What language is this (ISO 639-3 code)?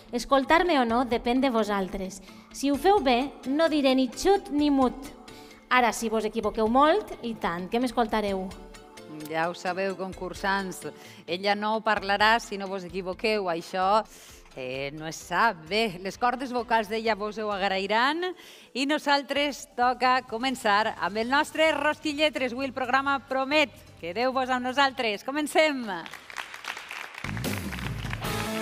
cat